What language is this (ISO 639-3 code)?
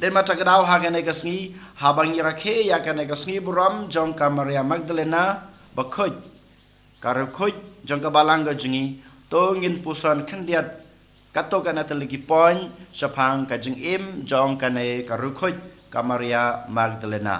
kha